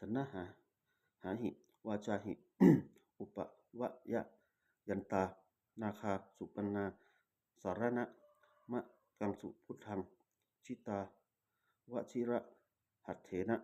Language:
Pali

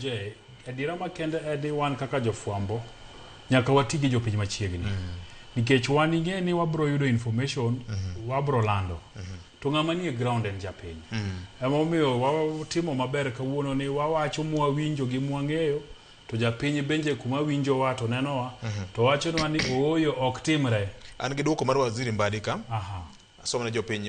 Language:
Luo (Kenya and Tanzania)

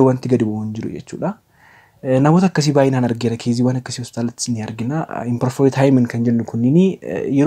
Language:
Oromo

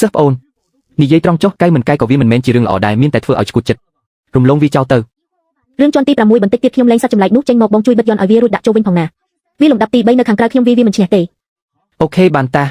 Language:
Khmer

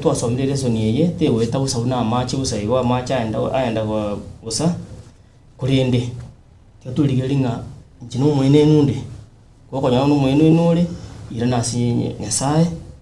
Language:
Gusii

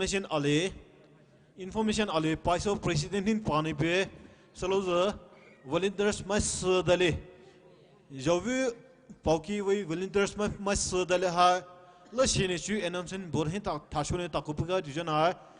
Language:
Poumei Naga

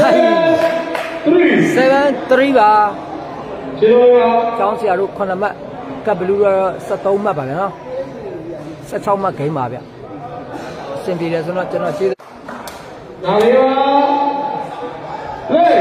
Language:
Burmese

